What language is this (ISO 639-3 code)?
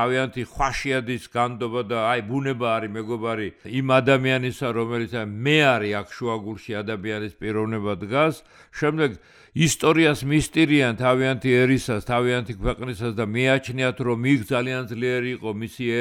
kat